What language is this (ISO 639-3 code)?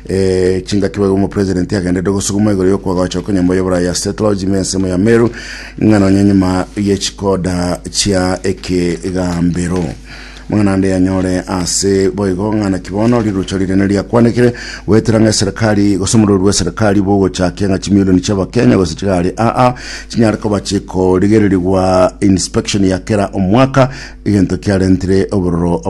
guz